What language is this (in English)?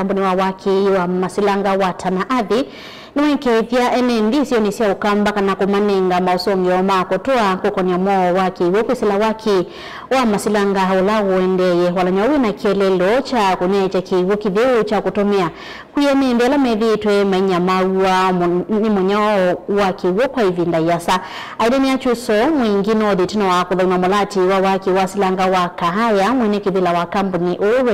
Kamba